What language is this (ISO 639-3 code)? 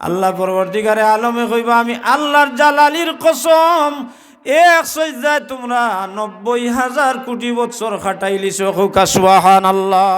syl